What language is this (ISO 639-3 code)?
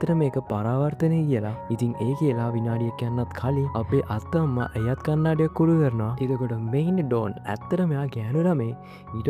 sin